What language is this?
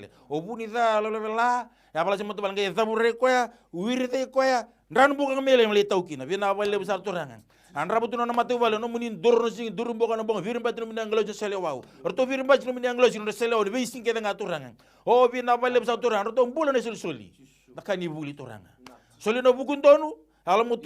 Fijian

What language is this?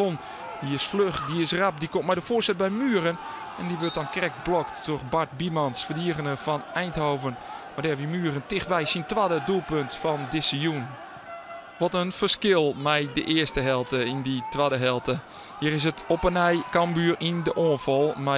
Western Frisian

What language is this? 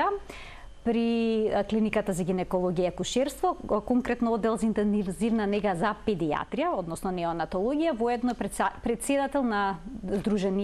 Macedonian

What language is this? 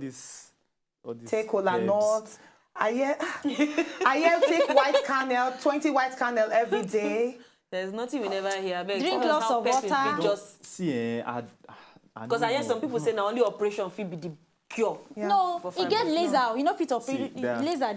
Nigerian Pidgin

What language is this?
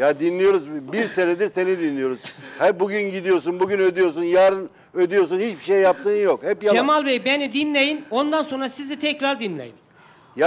Turkish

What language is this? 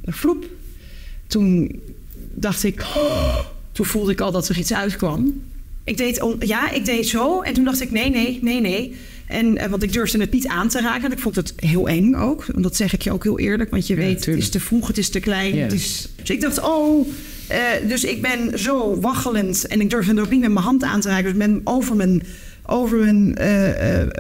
Dutch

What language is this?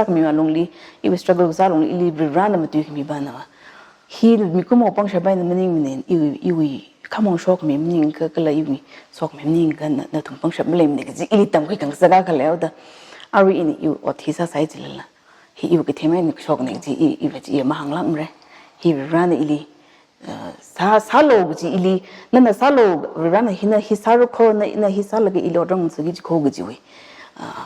Tangkhul Naga (India)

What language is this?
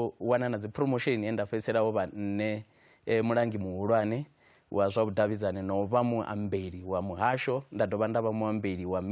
Venda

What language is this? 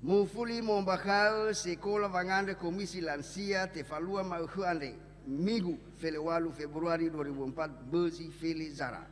Nias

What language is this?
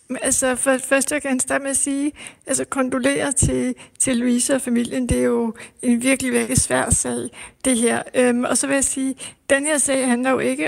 Danish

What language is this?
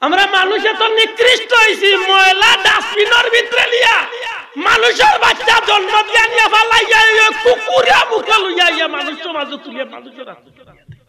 Sylheti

